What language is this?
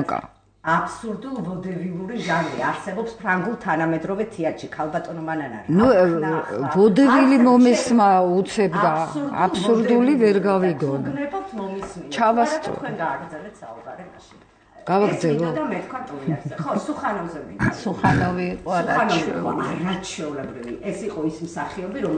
Georgian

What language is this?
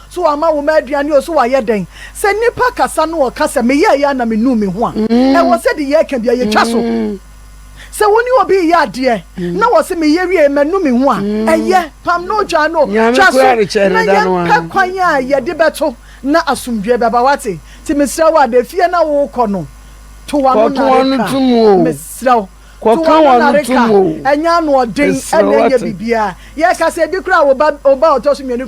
Akan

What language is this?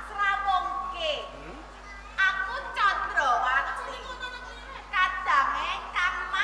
Javanese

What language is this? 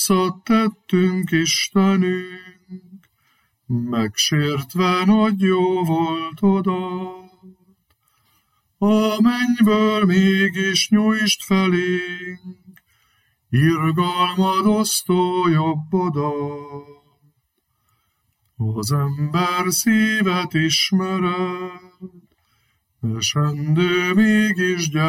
Hungarian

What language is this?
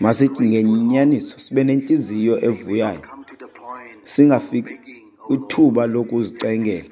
Xhosa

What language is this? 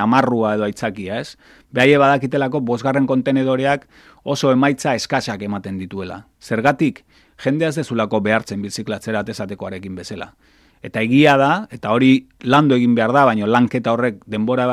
Basque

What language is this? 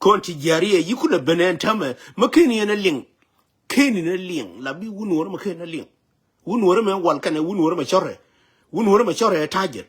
Nuer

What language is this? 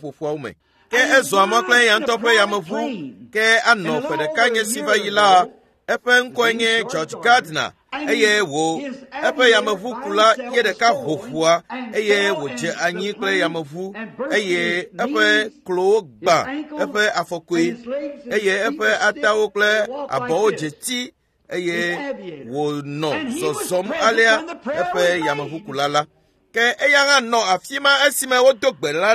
Ewe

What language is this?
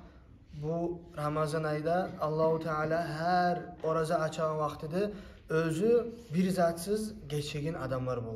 Kumyk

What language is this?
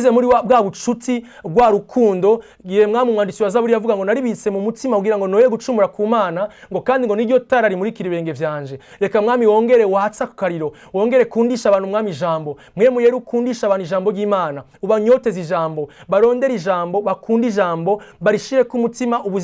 Rundi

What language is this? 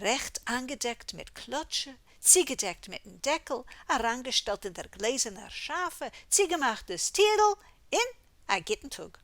Yiddish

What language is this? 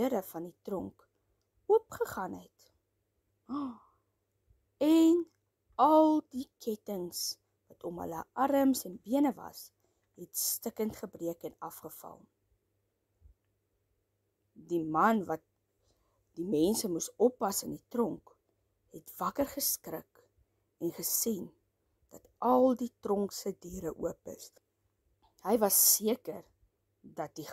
Afrikaans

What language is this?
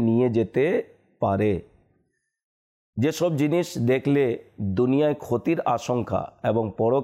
Bangla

